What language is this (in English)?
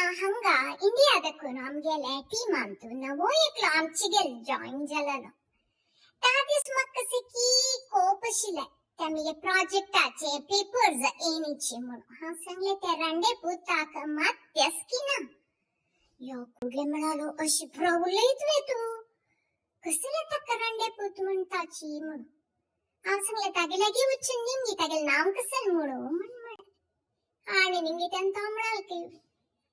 Konkani